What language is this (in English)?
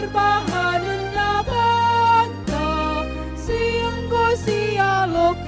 Batak Karo